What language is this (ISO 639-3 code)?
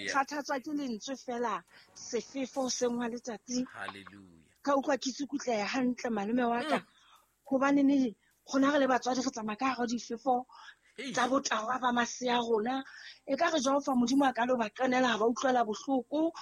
sot